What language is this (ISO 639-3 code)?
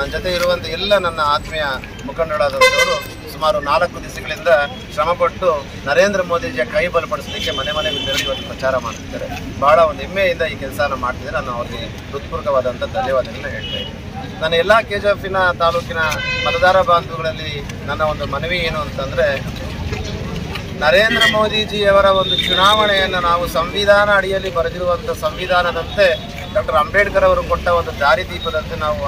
kan